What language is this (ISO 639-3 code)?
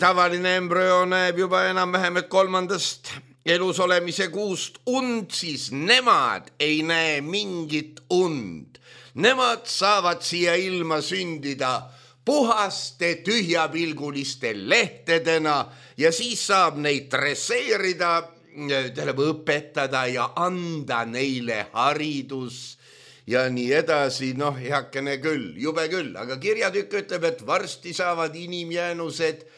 est